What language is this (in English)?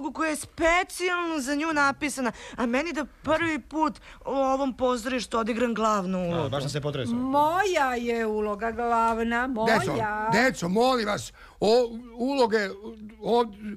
Serbian